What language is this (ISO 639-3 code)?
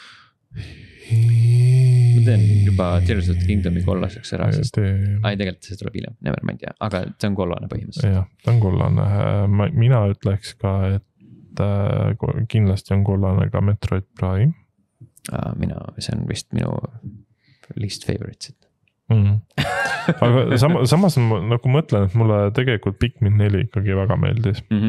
est